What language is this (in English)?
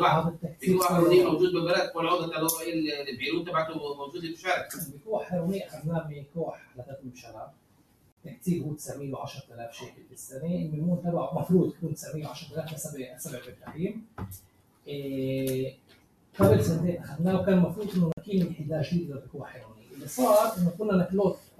North Levantine Arabic